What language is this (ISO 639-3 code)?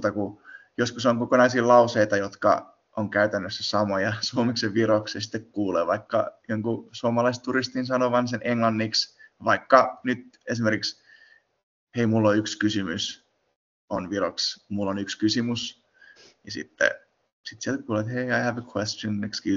fin